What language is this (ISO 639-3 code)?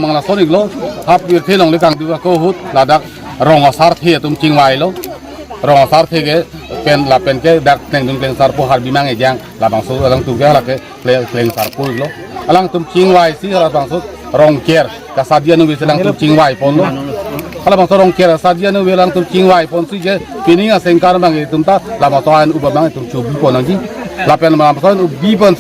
mjw